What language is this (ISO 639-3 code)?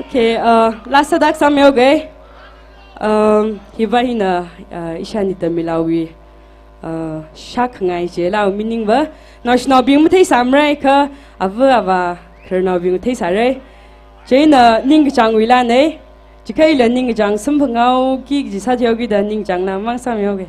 nmf